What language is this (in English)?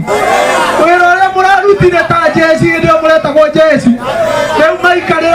Kikuyu